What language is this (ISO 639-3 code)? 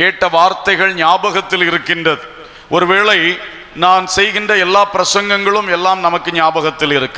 tam